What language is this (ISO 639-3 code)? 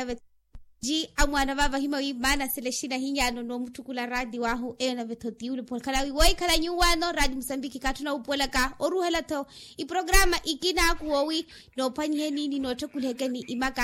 vmw